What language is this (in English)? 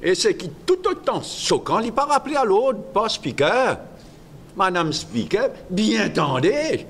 Morisyen